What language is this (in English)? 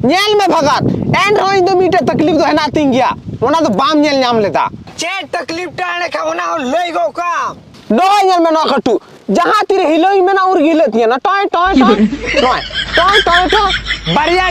Santali